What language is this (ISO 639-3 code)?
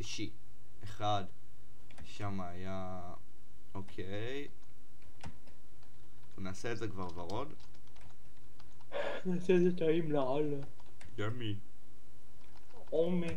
heb